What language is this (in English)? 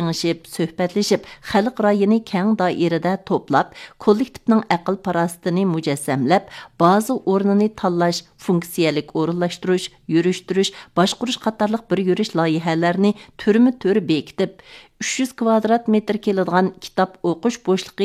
Uyghur